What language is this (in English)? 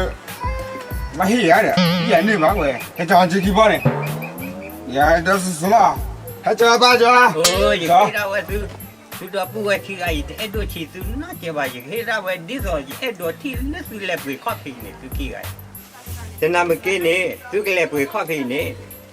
S'gaw Karen